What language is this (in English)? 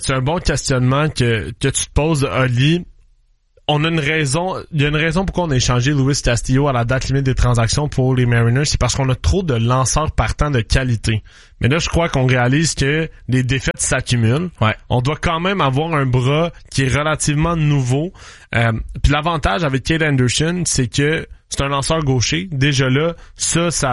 French